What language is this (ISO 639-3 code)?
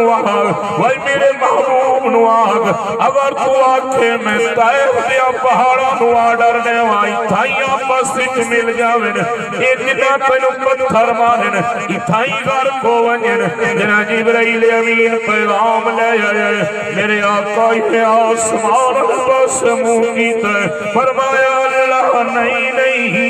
skr